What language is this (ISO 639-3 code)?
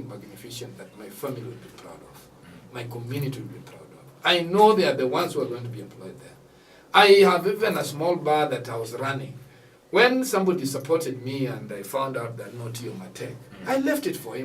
luo